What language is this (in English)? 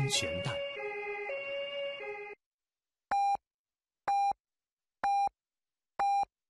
Chinese